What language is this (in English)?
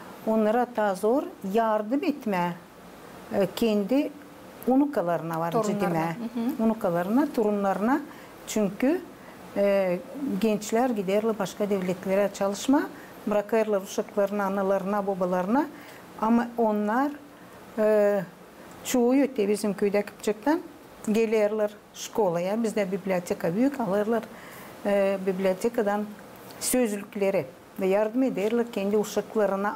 Gagauz